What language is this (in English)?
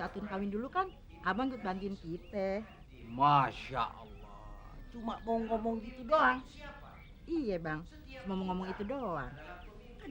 Betawi